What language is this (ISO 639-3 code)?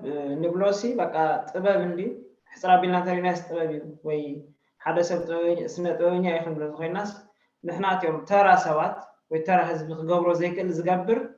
tir